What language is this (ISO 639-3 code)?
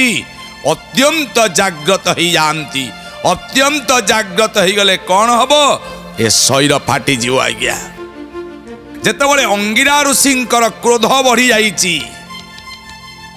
ori